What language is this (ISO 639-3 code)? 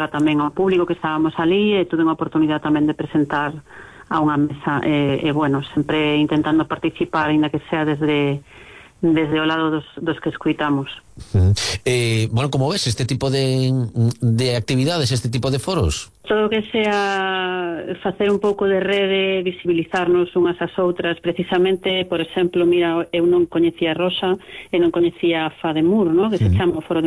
glg